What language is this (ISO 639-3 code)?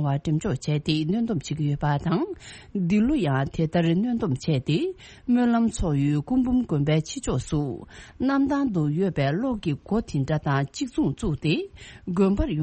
bod